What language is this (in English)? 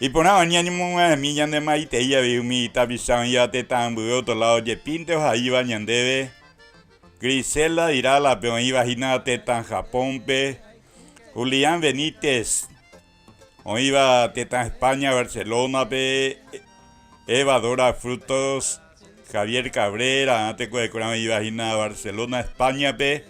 Guarani